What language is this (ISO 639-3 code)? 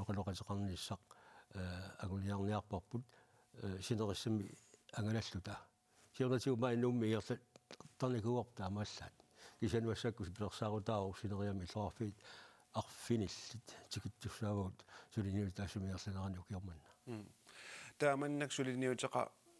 kal